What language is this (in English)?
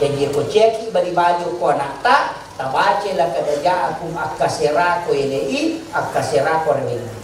Buginese